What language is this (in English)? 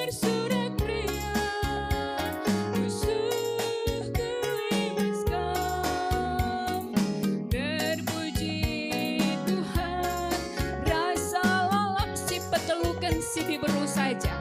Batak Karo